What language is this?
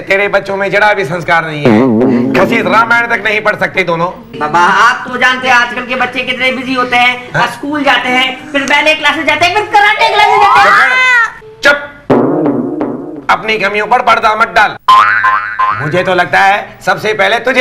Hindi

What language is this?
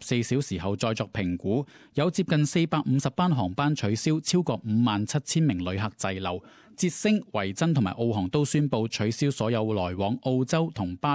Cantonese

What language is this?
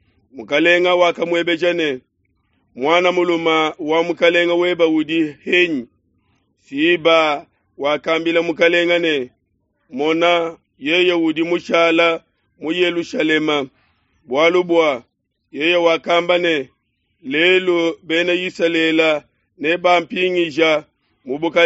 Luba-Lulua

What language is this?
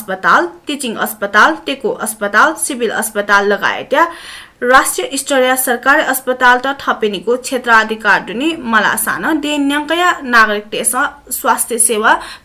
Newari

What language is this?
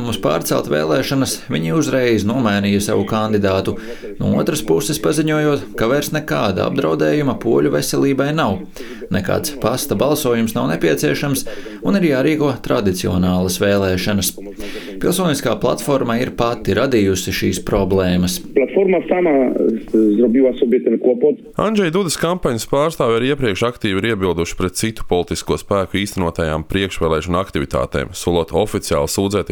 Latvian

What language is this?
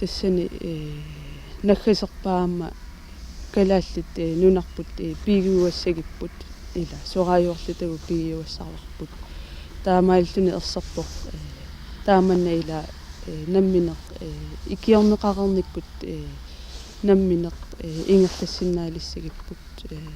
Kalaallisut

